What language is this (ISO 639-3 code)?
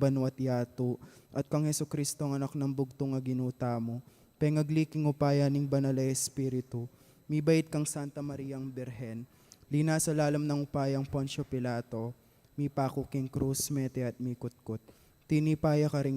pam